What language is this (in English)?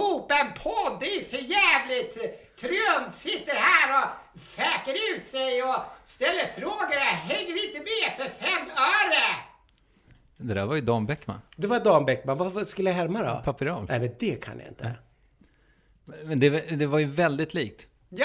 Swedish